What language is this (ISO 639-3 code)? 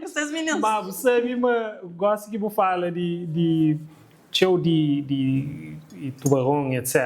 kea